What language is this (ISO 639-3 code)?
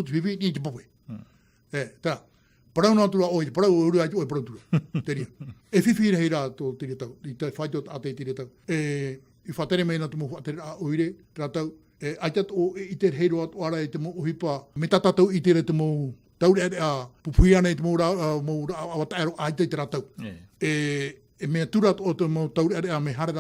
tah